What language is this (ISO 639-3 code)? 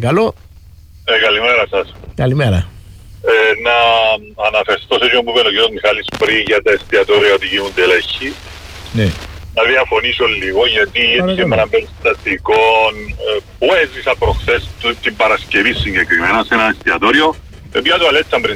ell